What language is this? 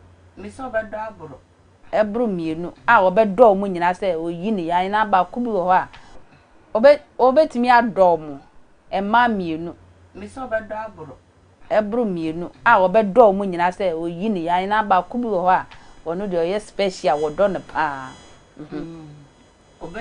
Akan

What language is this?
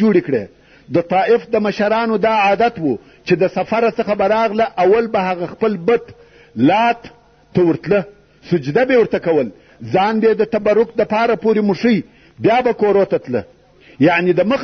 Pashto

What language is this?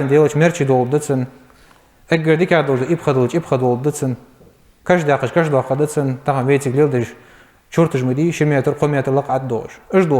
Ingush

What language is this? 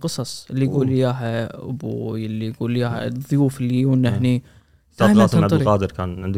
Gulf Arabic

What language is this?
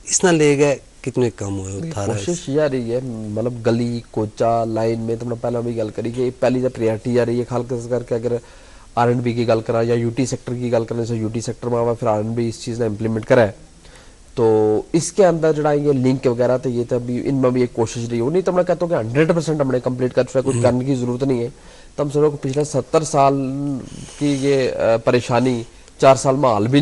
Gujari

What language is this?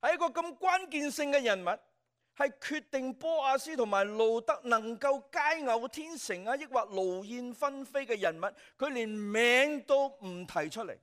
Cantonese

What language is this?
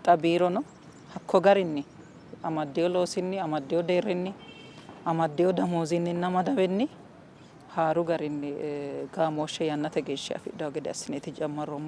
Sidamo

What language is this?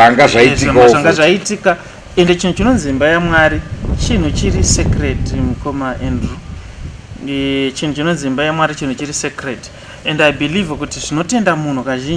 Shona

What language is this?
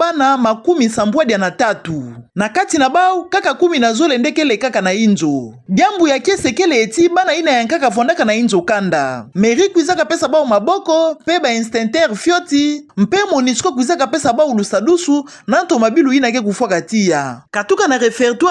Kituba (Democratic Republic of Congo)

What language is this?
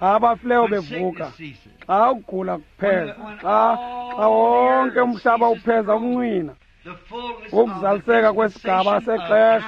Xhosa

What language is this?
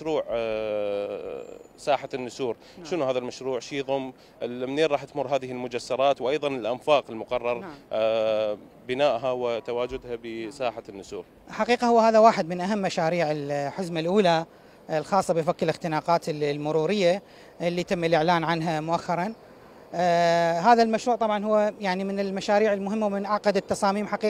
Mesopotamian Arabic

